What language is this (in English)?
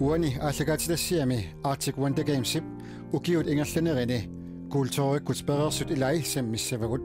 Kalaallisut